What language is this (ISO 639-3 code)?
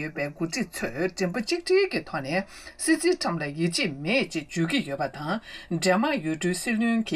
bod